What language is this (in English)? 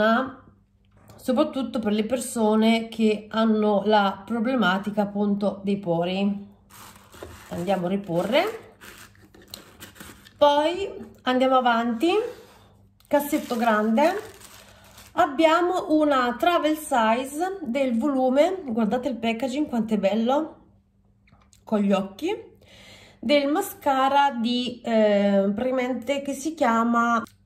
Italian